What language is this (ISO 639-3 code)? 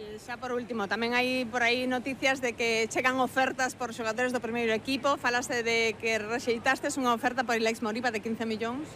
glg